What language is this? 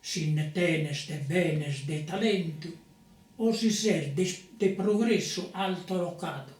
Sardinian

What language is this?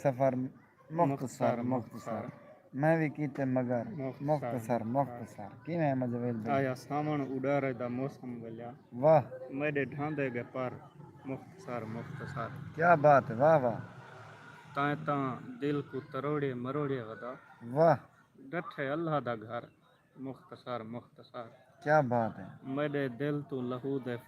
Saraiki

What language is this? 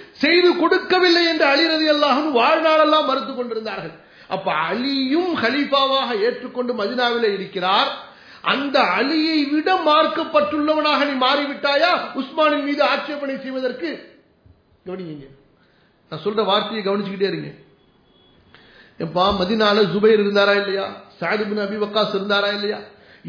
Tamil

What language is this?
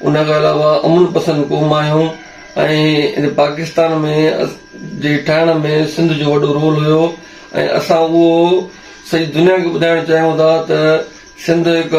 Sindhi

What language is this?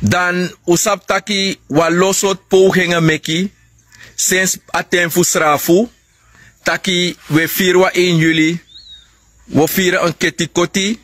Sranan Tongo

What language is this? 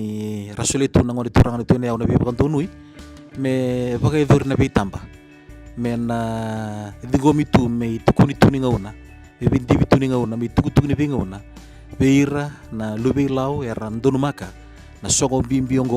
Fijian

